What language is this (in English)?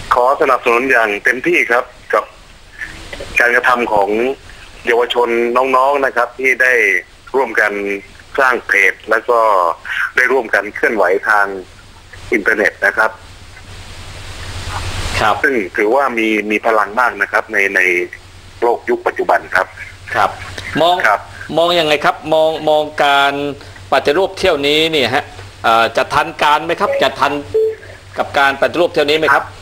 Thai